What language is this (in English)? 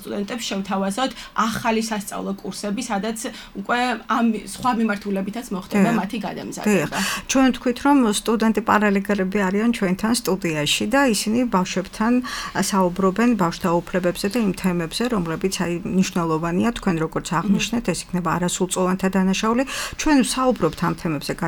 Georgian